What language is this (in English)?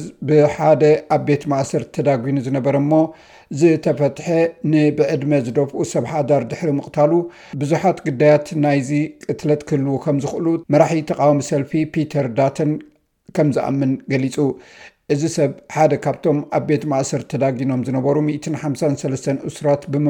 Tigrinya